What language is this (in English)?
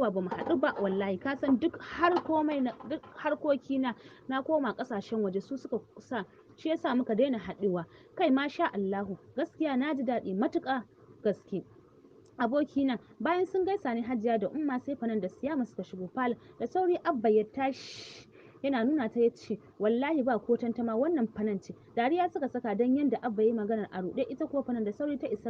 Hausa